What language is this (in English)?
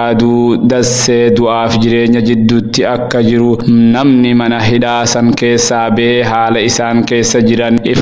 Oromo